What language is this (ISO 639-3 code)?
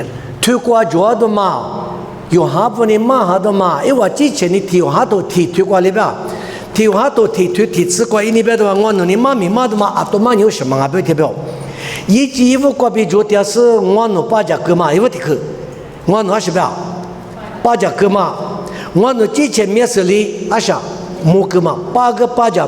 lis